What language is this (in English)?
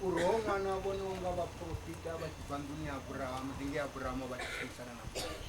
Venda